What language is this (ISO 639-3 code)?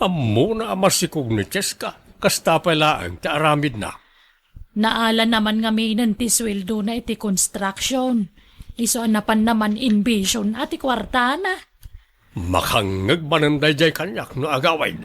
ilo